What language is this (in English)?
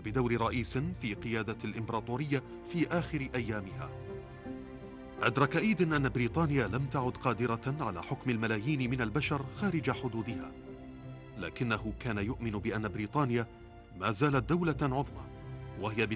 Arabic